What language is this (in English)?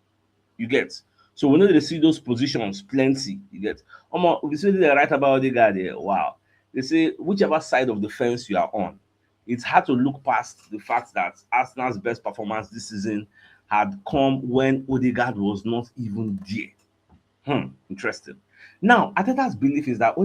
Nigerian Pidgin